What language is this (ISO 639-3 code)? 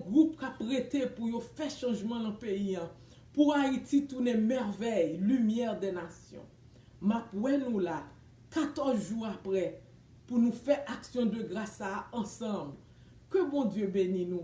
hat